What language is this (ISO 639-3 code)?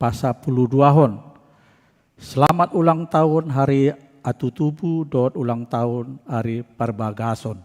bbc